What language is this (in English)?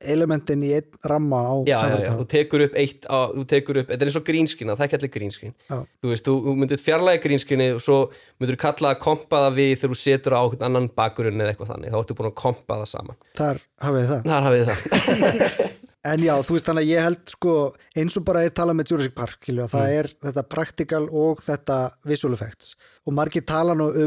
Icelandic